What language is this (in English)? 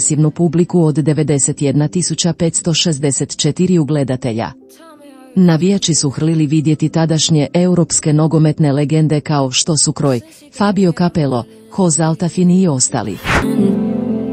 Croatian